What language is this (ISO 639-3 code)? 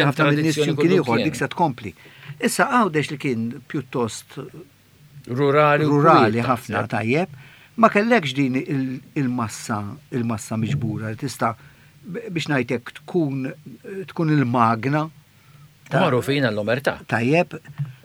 mlt